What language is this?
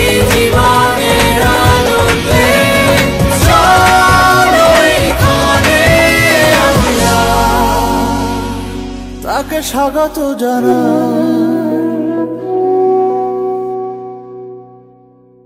Bangla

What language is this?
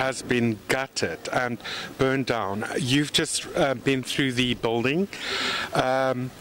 English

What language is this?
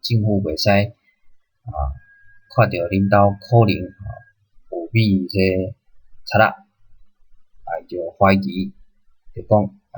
Min Nan Chinese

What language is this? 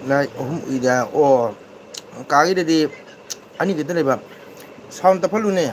Manipuri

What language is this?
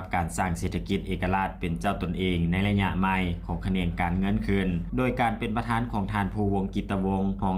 Lao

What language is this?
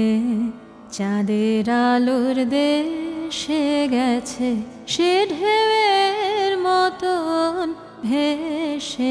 Bangla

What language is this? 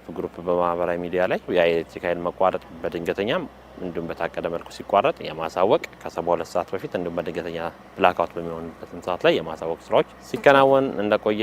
Amharic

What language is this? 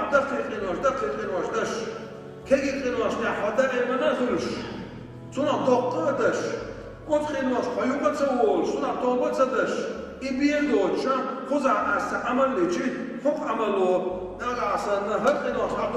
Chechen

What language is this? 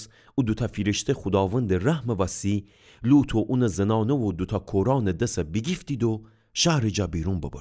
Gilaki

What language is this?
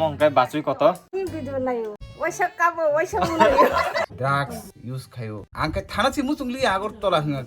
Kok Borok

